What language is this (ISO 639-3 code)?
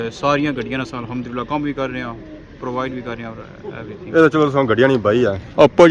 phr